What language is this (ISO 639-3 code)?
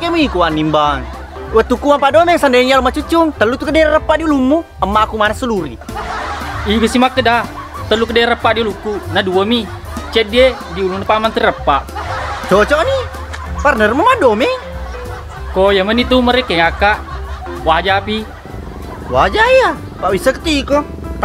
bug